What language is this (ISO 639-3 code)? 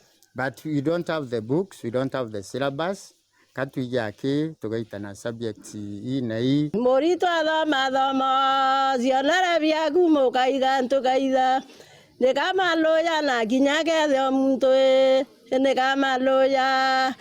mer